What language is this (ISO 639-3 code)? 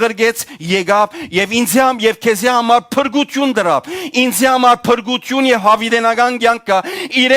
hyw